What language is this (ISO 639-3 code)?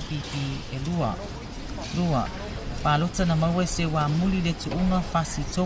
smo